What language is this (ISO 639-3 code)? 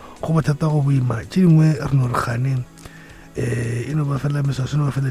nso